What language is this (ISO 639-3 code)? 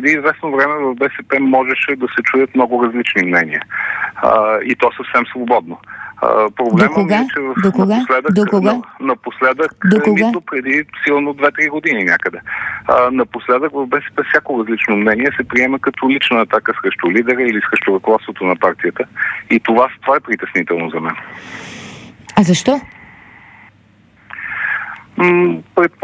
bul